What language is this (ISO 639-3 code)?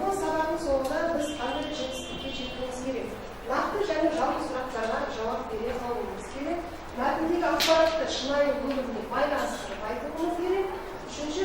kaz